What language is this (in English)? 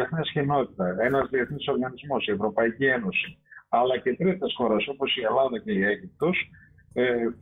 Greek